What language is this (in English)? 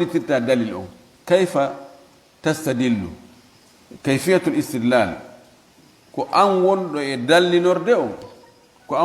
Fula